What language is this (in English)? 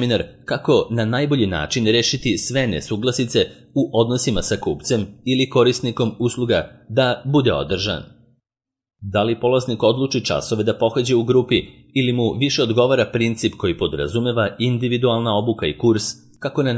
Serbian